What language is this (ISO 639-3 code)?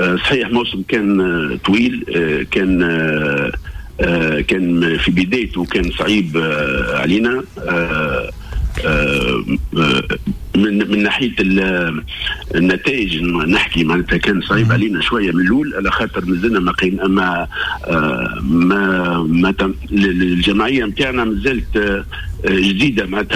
aeb